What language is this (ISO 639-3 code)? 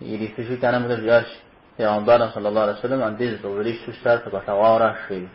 kbd